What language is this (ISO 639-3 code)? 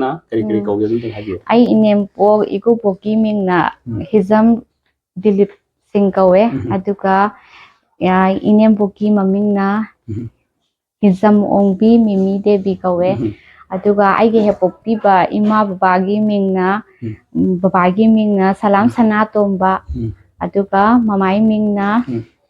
mni